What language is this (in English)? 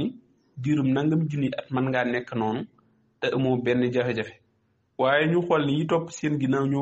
Wolof